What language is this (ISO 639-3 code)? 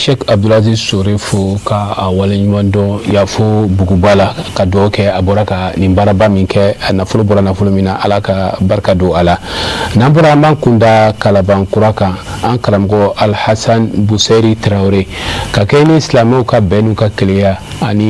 bam